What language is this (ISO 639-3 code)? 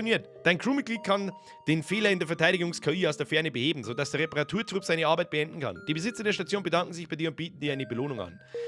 bar